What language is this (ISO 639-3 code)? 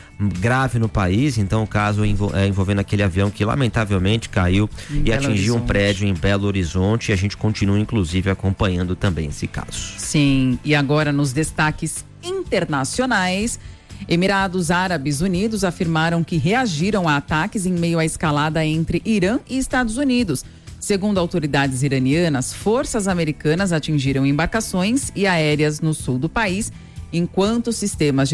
por